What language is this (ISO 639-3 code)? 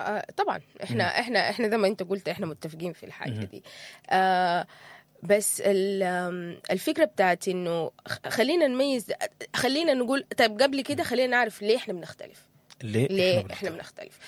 apd